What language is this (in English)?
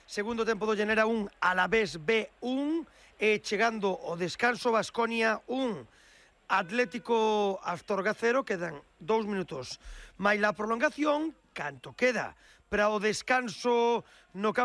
Galician